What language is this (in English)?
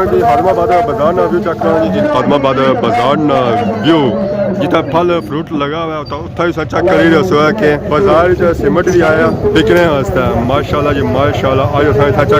Pahari-Potwari